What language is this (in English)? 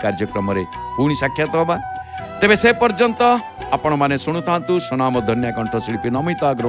Odia